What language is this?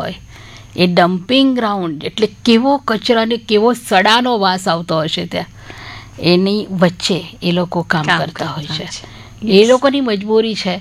Gujarati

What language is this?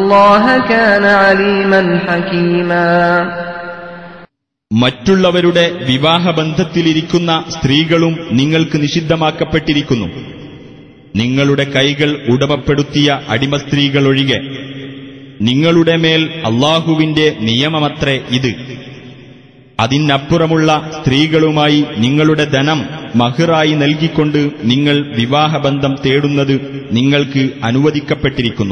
Malayalam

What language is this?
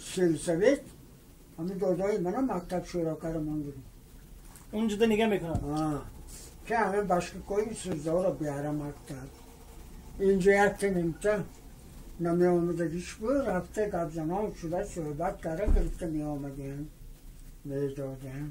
Tajik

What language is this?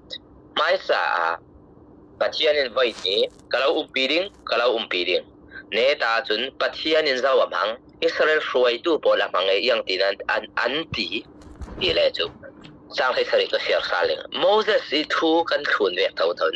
Falam Chin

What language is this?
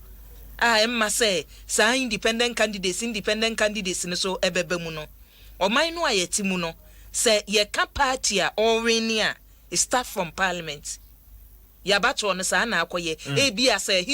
Akan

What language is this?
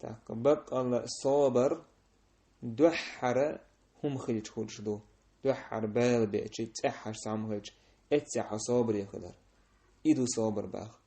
Chechen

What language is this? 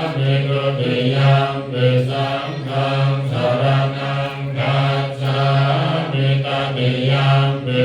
Pali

